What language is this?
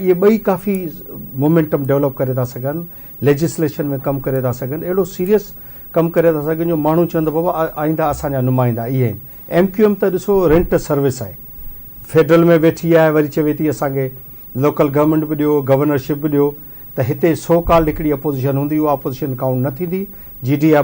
Sindhi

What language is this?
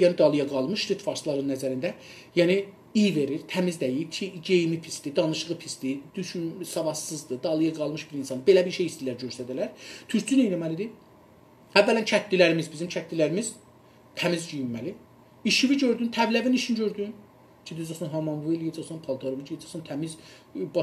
South Azerbaijani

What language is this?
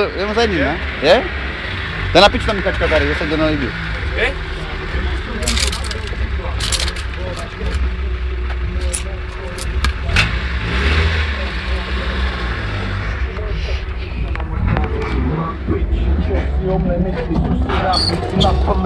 Czech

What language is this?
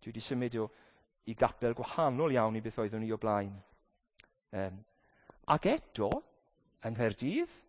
Welsh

